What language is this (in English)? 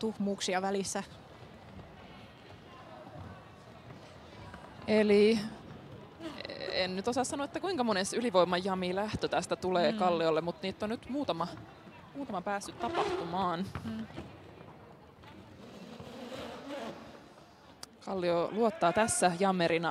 Finnish